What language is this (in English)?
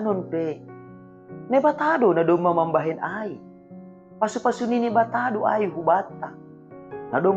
Batak Simalungun